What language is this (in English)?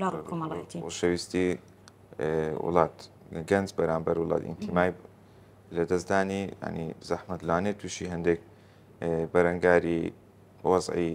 Central Kurdish